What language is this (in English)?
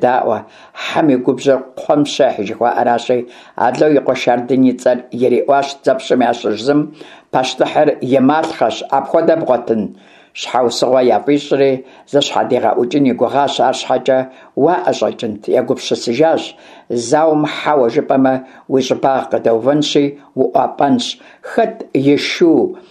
Kabardian